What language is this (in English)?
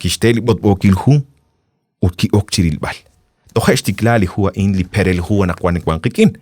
Kekchí